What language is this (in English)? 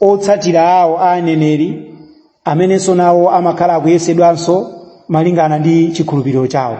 Nyanja